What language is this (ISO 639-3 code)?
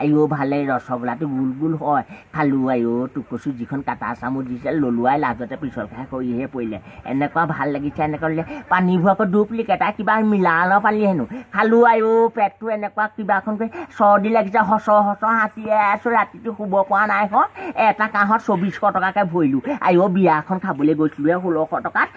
asm